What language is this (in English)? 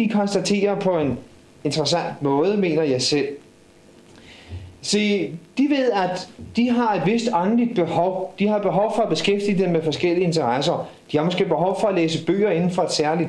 Danish